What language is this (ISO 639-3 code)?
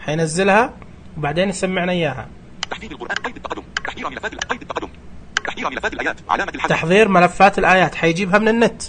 ars